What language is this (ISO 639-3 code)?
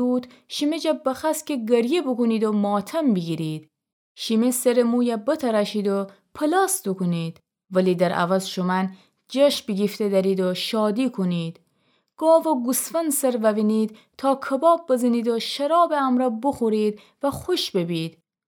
glk